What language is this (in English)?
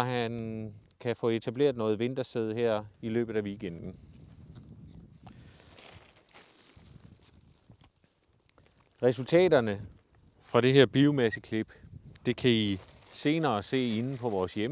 Danish